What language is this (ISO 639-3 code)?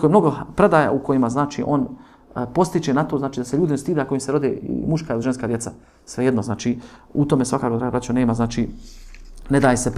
bos